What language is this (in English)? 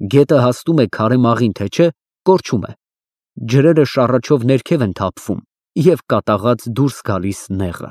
Armenian